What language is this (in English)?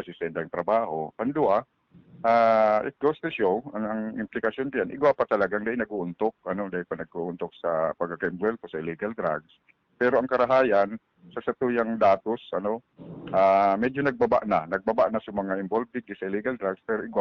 Bikol